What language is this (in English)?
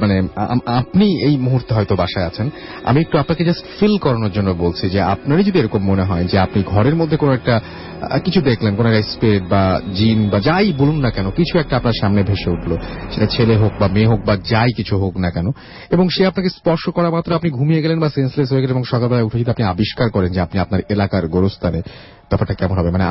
Bangla